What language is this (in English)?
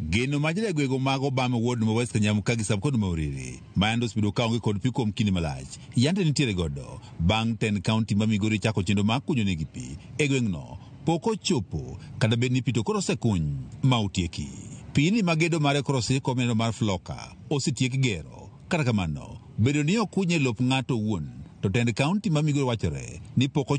Luo (Kenya and Tanzania)